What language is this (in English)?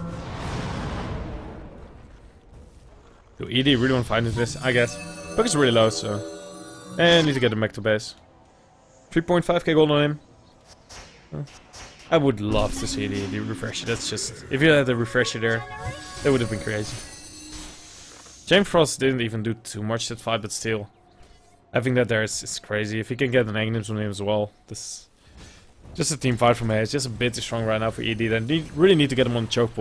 English